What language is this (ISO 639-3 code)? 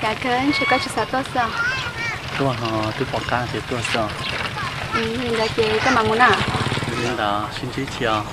hmn